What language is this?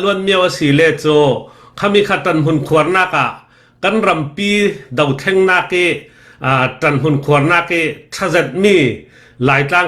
Falam Chin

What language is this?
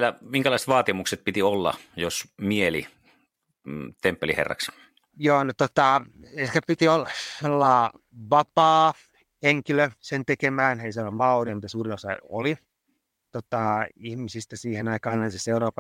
Finnish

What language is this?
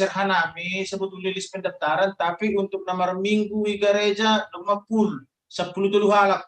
Batak Simalungun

